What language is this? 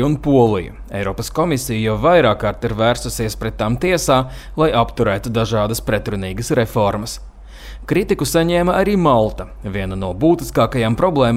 Latvian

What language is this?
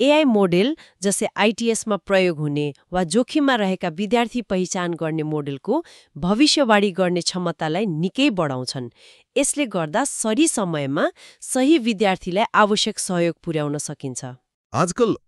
Nepali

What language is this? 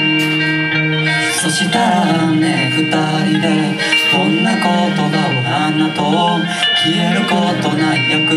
Japanese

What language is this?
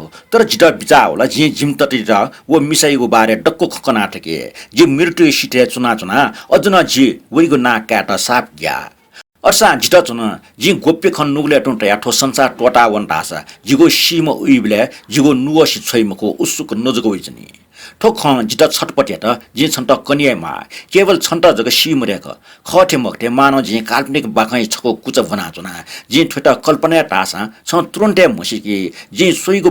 Newari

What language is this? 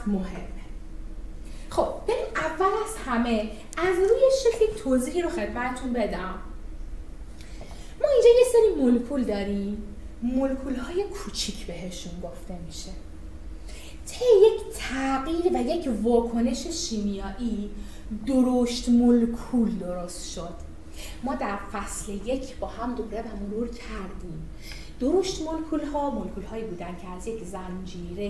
Persian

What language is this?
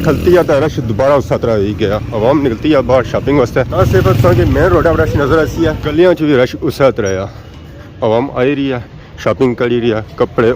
Pahari-Potwari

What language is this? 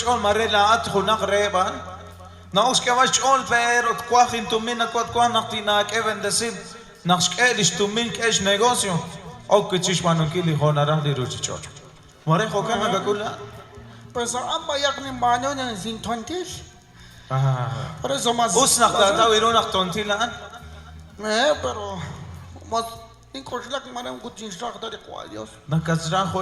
Kekchí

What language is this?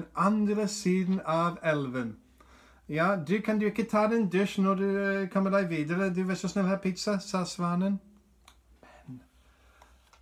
Norwegian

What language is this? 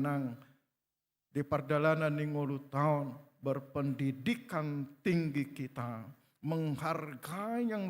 Batak Toba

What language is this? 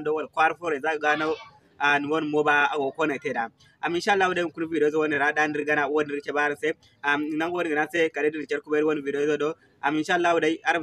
Zarma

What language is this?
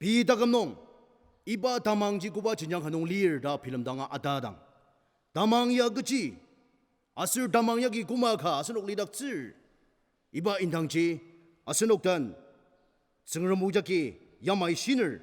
Ao Naga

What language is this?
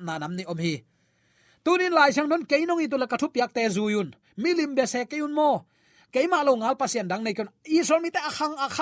Tedim Chin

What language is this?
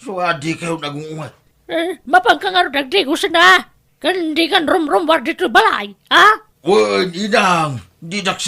Iloko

